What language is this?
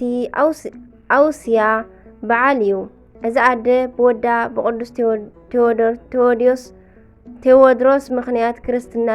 Tigrinya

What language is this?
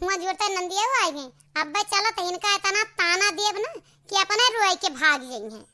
Awadhi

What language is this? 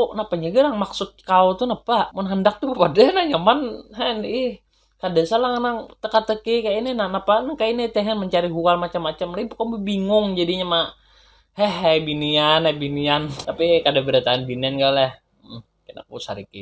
Banjar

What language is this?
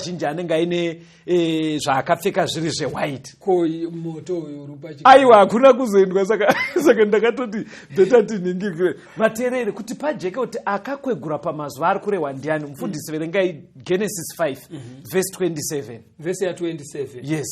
Shona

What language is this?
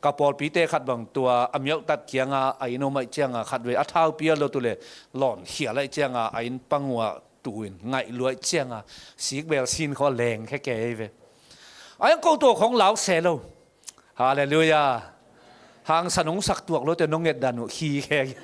Tedim Chin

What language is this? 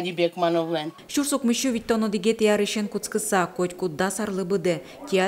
Udmurt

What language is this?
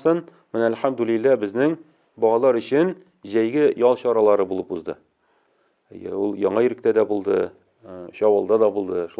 Tatar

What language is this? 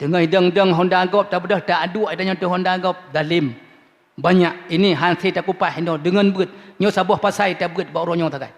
Achinese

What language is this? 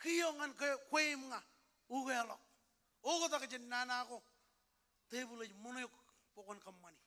Marshallese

